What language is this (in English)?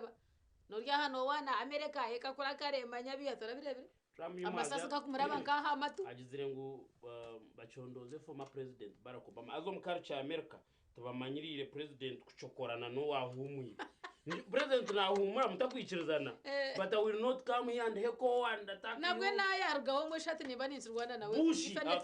Nyankole